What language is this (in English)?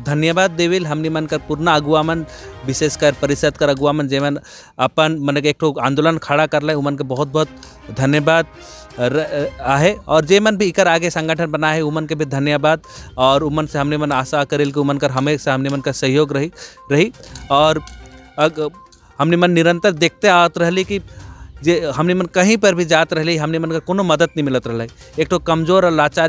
Sadri